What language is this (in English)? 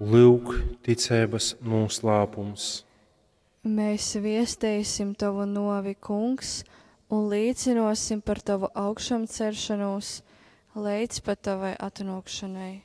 Latgalian